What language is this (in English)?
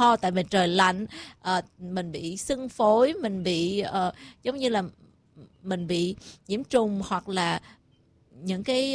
Vietnamese